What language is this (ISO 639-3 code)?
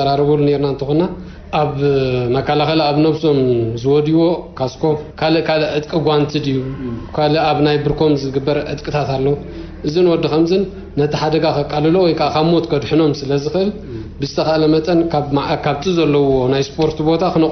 tir